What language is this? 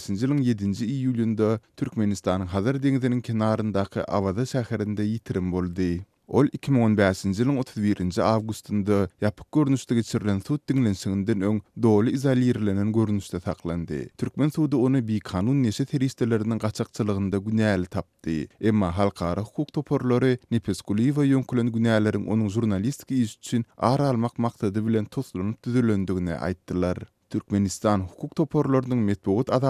Turkmen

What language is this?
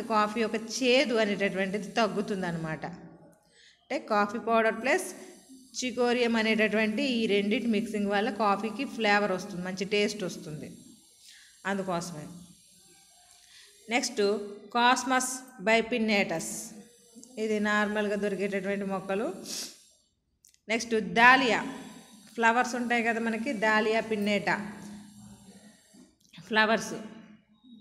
Telugu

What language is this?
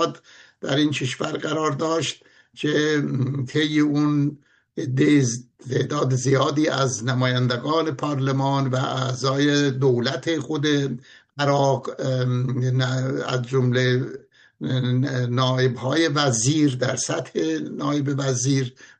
Persian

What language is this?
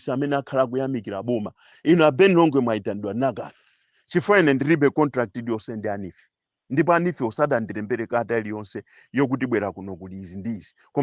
Nyanja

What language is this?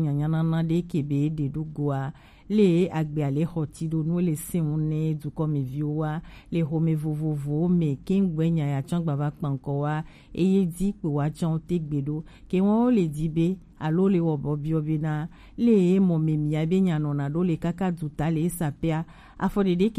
Gen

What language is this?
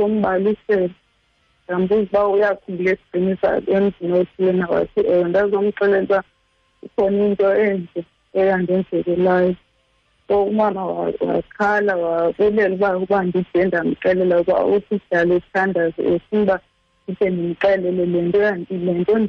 Xhosa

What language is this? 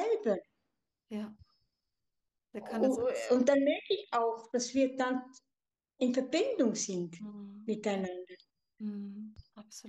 German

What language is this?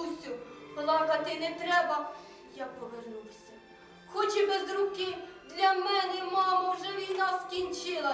Ukrainian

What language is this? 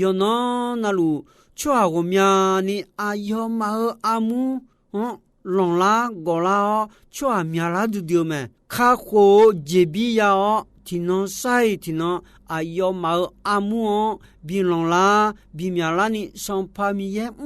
Akha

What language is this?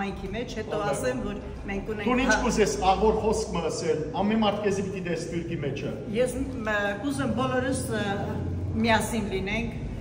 Western Armenian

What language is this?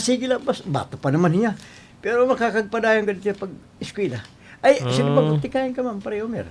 Waray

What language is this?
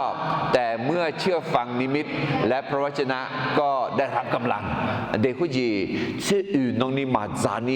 Akha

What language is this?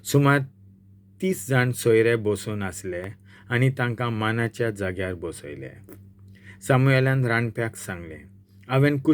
Konkani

